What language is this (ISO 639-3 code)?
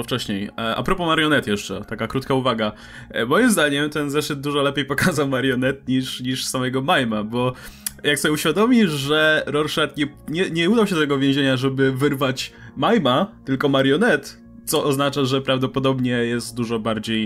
pol